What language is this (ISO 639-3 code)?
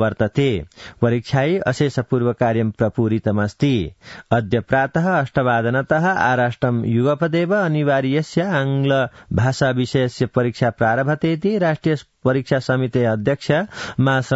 san